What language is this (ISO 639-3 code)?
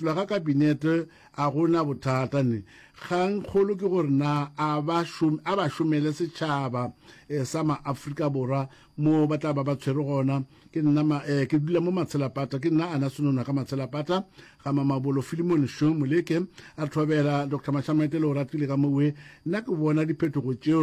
nso